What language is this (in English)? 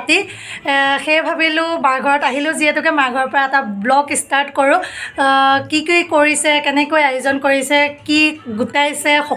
Assamese